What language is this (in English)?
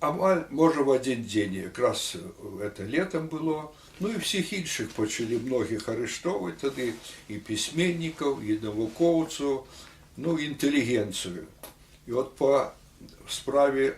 Belarusian